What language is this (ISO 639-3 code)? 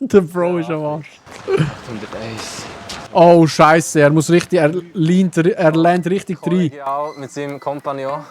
gsw